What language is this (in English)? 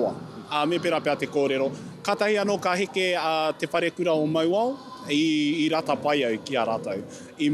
Māori